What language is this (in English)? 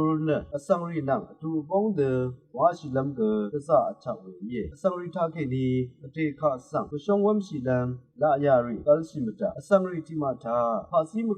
Rawang